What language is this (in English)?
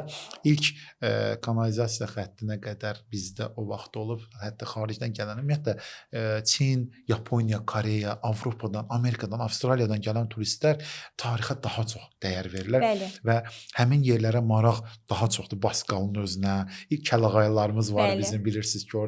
Azerbaijani